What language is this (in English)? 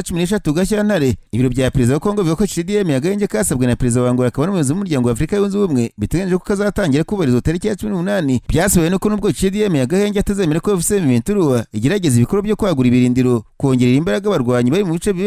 Kinyarwanda